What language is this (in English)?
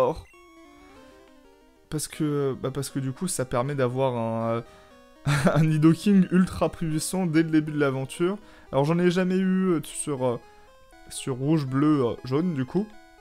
French